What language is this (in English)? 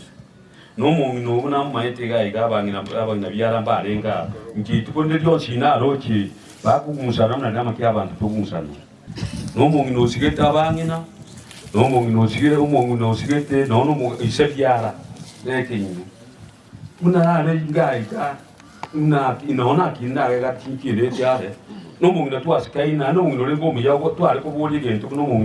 Gusii